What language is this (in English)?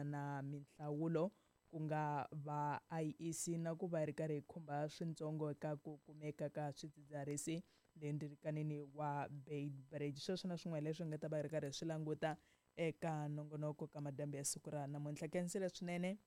Tsonga